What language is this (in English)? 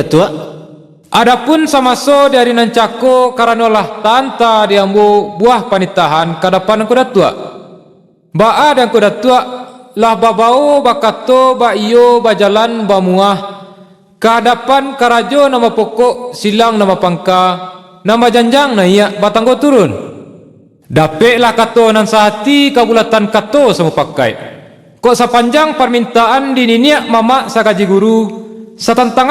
Minangkabau